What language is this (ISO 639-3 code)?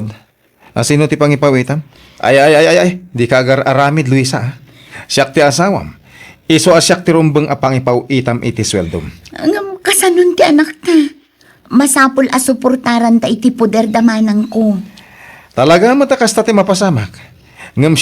ilo